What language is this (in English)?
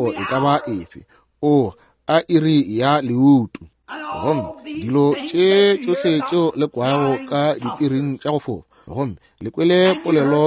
Northern Sotho